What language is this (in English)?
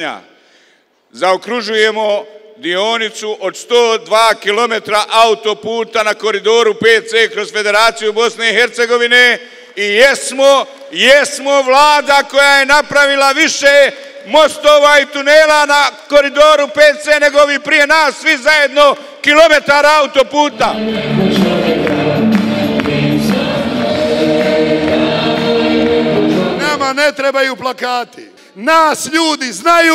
Bosnian